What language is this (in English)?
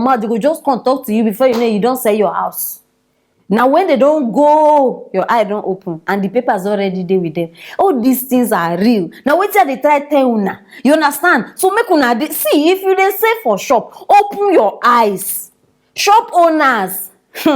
Nigerian Pidgin